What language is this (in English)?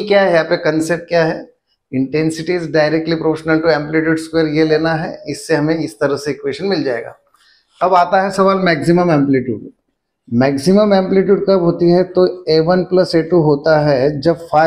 Hindi